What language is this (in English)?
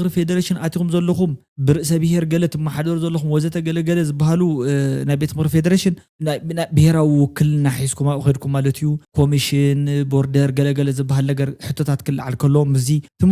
Tigrinya